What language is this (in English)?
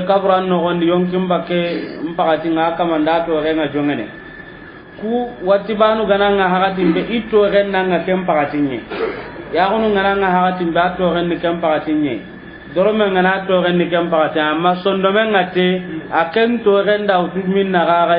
Soninke